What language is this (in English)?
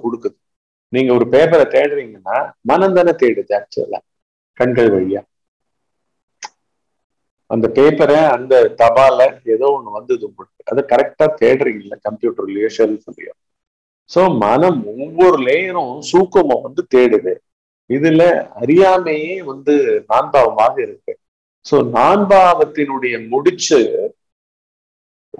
Tamil